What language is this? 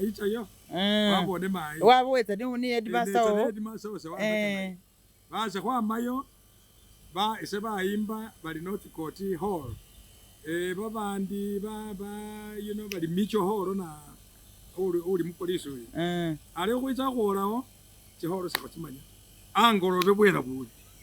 Masaaba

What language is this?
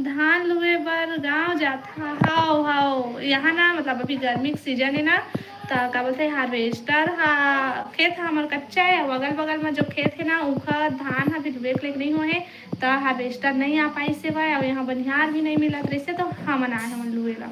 Chhattisgarhi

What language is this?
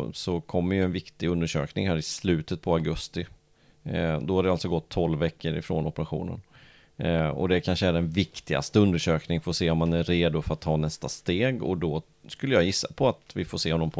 Swedish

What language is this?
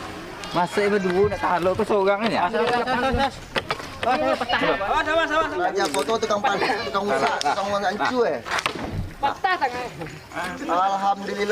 Minangkabau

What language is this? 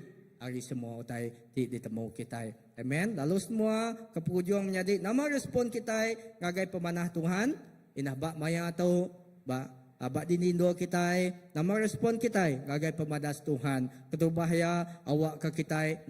Iban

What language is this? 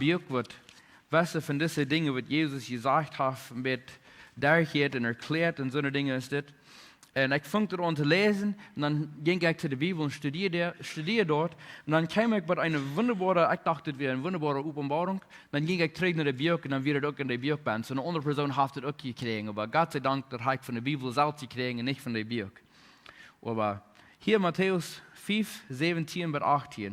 Plautdietsch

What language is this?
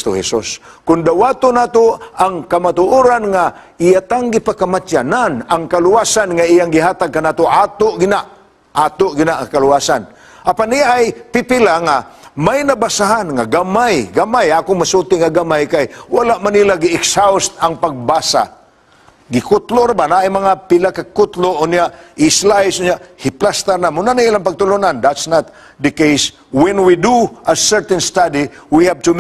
Cebuano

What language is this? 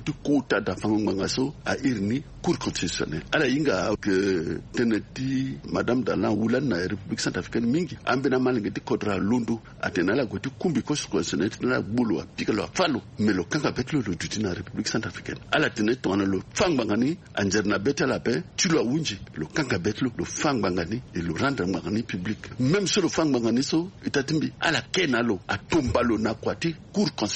Sango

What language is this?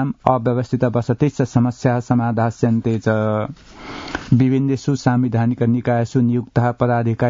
Sanskrit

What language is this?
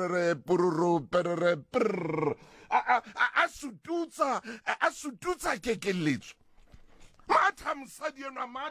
Southern Sotho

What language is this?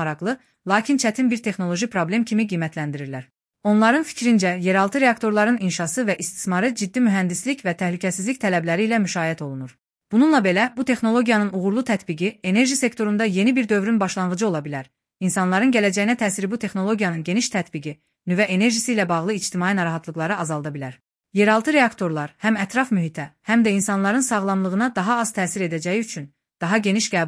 Azerbaijani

